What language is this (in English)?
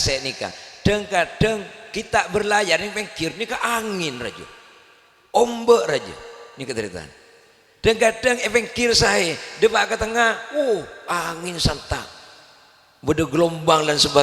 Madurese